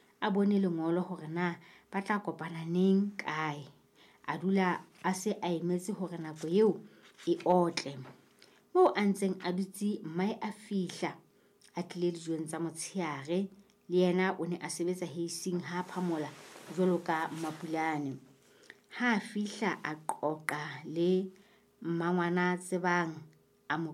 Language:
Southern Sotho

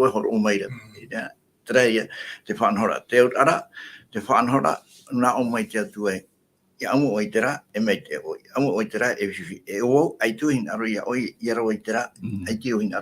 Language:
Tahitian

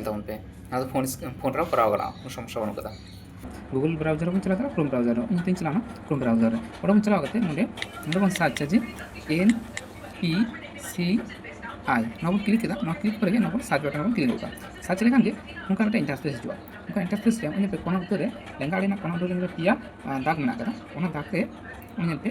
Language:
Santali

